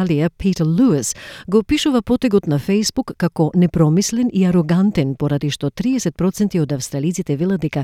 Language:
Macedonian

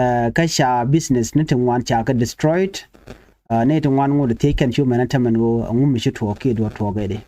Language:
Nuer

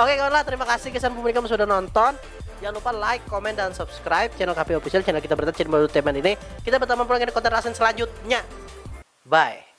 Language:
Banjar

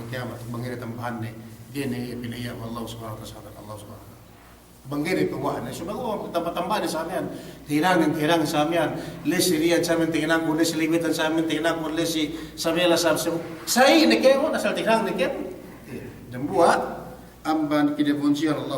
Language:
Yakan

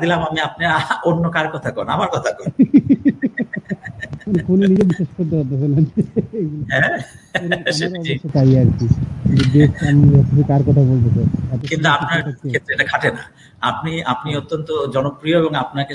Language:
Bangla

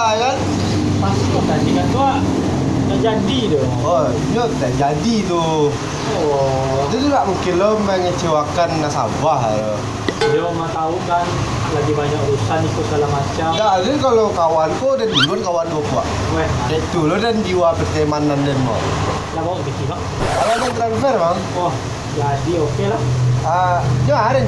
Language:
Minangkabau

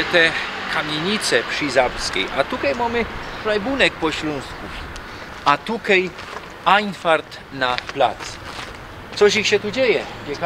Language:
Silesian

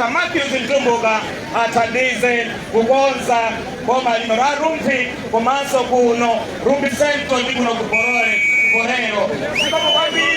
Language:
Nyanja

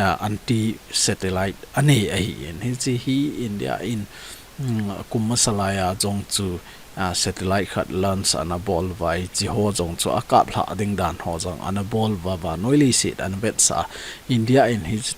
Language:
Thado Chin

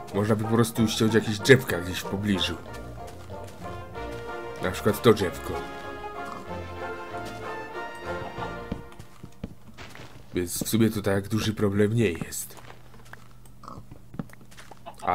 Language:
Polish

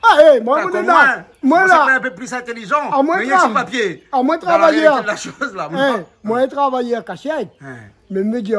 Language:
Réunion Creole French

